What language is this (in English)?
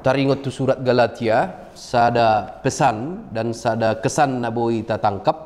Batak Toba